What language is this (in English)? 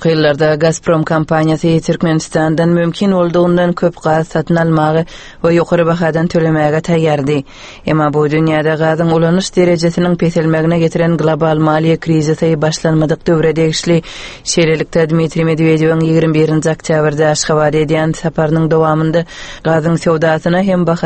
Turkmen